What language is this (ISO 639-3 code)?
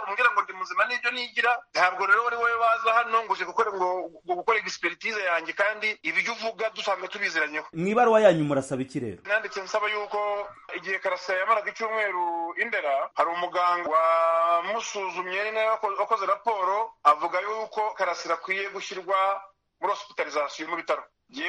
kin